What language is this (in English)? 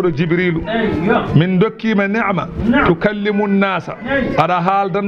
Fula